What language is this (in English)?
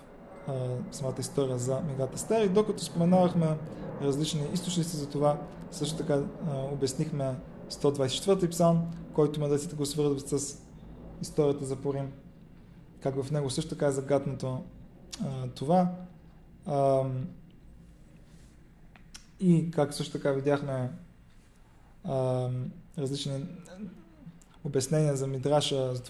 Bulgarian